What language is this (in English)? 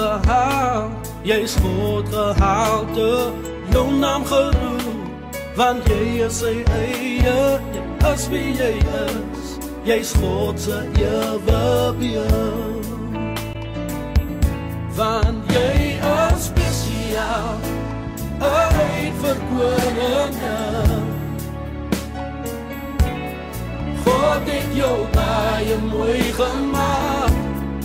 Afrikaans